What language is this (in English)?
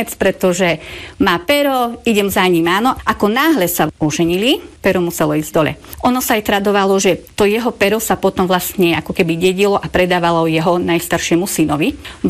Slovak